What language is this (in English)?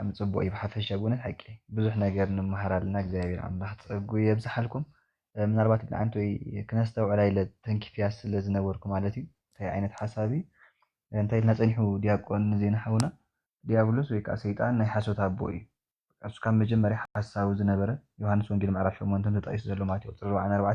Tigrinya